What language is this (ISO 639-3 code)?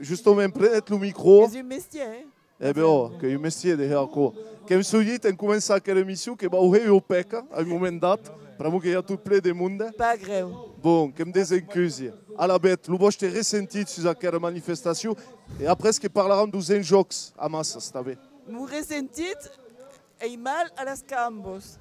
oci